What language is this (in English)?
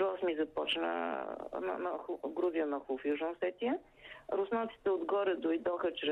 Bulgarian